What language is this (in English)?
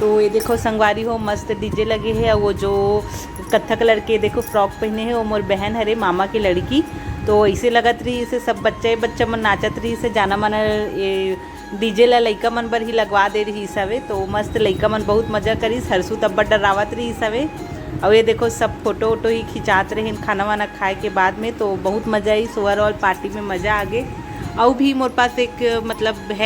Chhattisgarhi